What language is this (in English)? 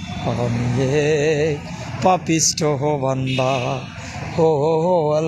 Sylheti